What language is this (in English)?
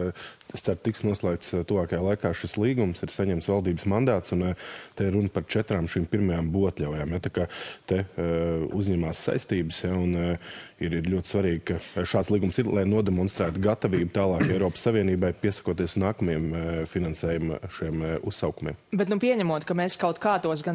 Latvian